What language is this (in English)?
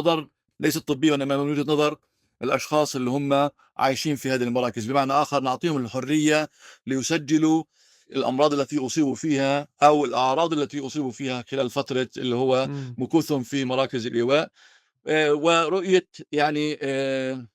North Levantine Arabic